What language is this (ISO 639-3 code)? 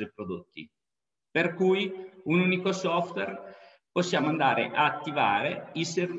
ita